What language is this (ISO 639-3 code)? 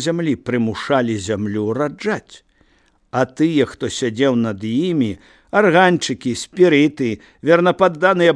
bel